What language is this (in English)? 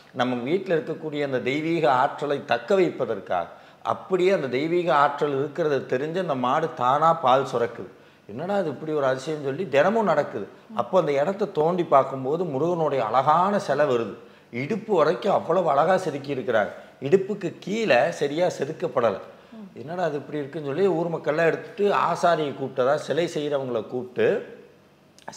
Tamil